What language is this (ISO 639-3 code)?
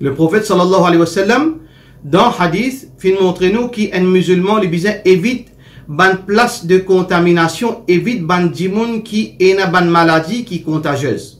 mfe